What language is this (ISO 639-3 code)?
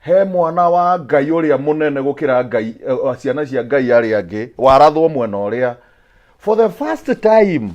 kik